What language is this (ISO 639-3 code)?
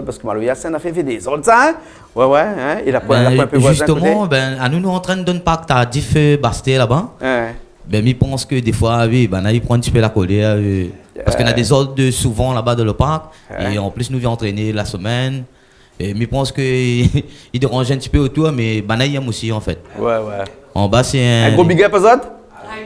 rcf